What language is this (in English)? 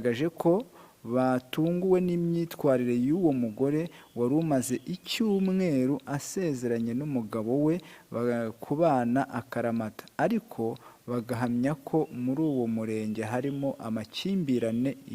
Kinyarwanda